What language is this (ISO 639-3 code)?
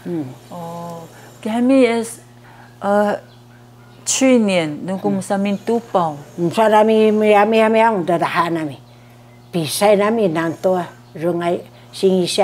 trv